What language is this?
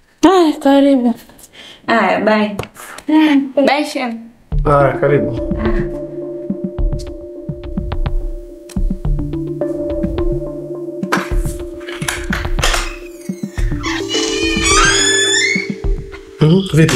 Swahili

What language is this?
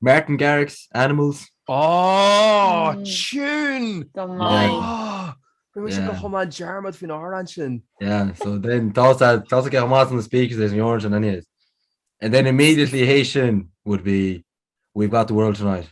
Irish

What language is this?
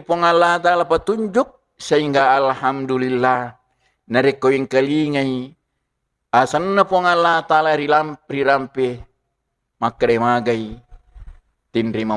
Buginese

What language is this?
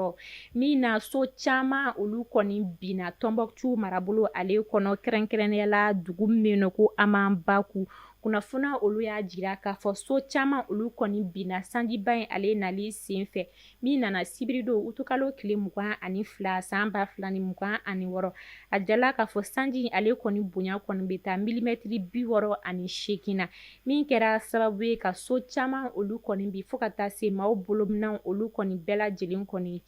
Bambara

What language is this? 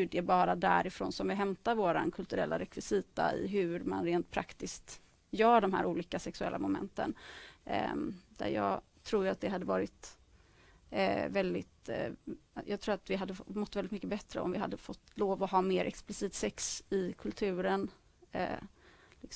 Swedish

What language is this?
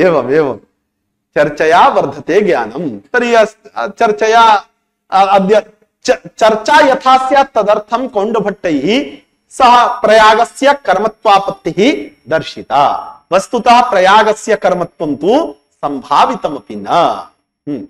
Sanskrit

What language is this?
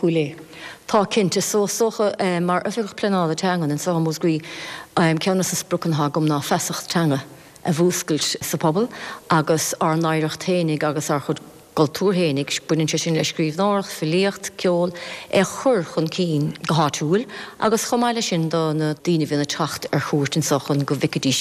Irish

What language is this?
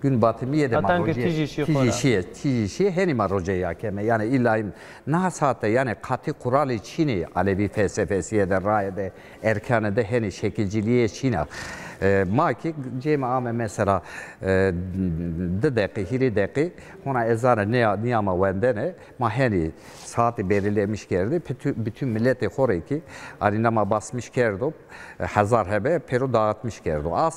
Zaza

